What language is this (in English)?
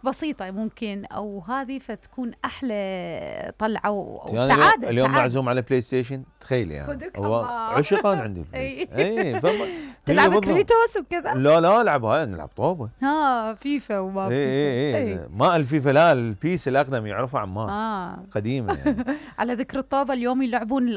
Mesopotamian Arabic